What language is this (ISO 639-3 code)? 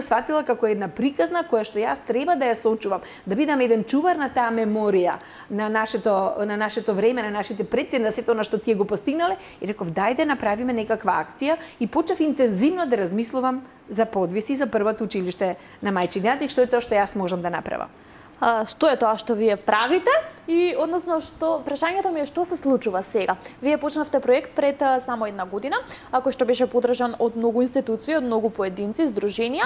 mkd